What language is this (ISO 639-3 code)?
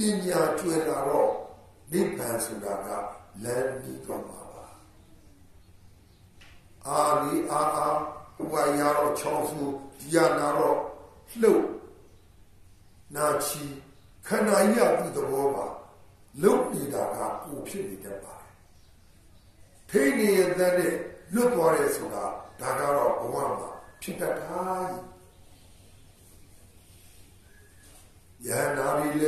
mya